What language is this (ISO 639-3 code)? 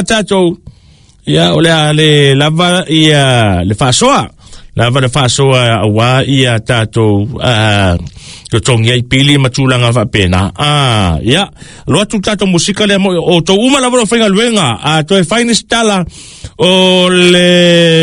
smo